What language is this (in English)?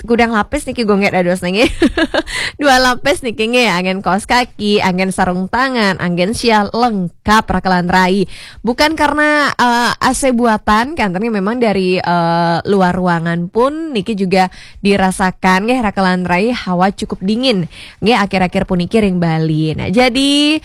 Balinese